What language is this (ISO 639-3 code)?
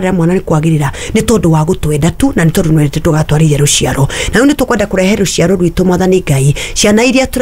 kik